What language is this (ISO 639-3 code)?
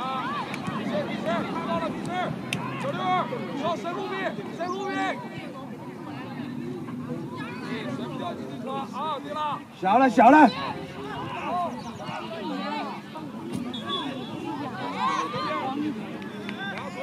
zho